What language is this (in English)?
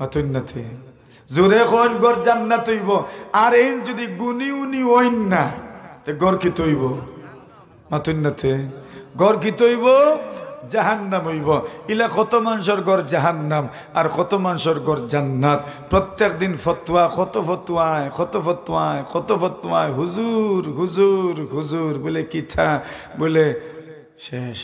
Sylheti